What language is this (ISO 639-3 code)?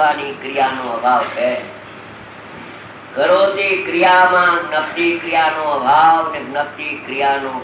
guj